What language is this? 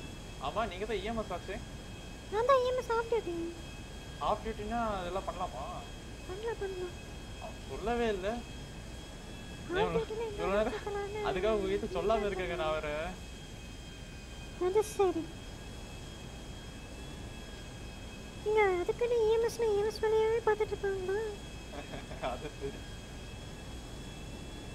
Tamil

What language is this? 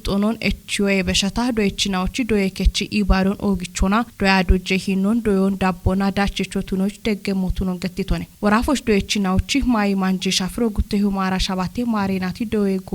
Kafa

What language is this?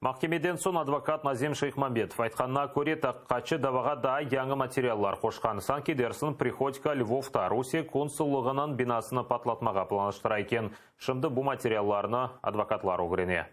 Crimean Tatar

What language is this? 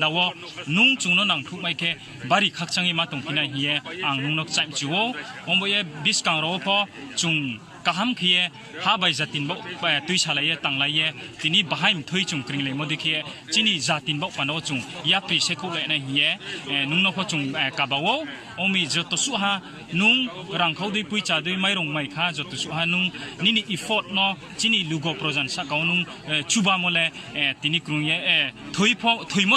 Kok Borok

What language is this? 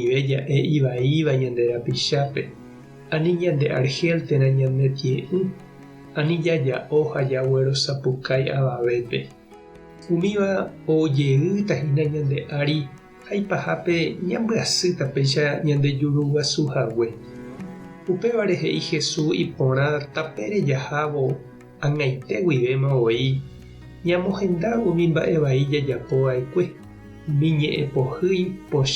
Guarani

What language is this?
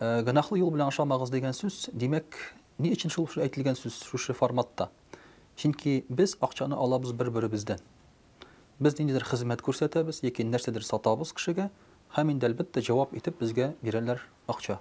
Tatar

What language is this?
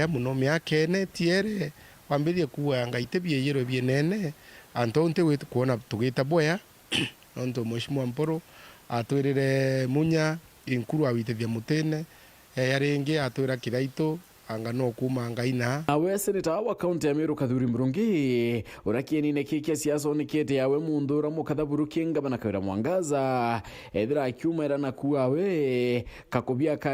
Meru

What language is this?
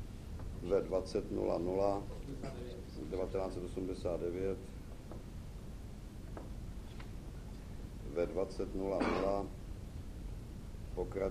Czech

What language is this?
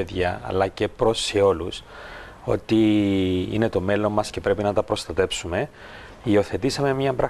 Greek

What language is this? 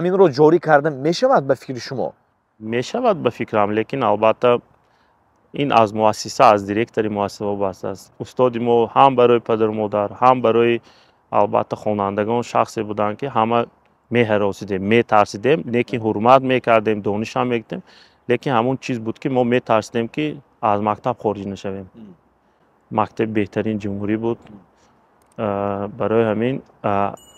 Tajik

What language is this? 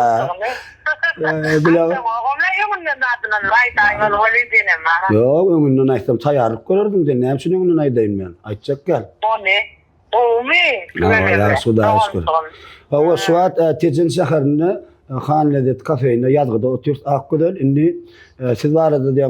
Turkmen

